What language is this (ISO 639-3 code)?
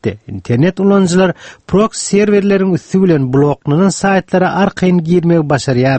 tuk